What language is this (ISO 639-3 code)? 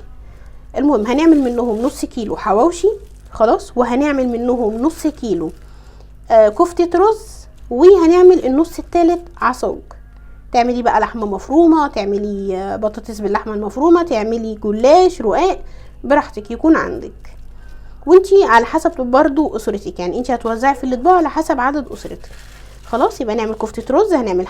arz